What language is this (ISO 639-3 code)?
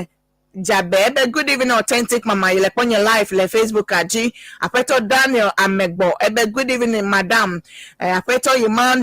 ewe